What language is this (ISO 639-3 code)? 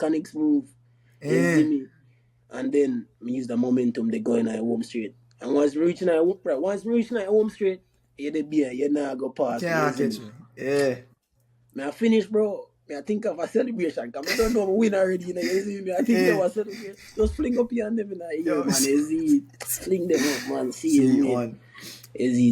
jam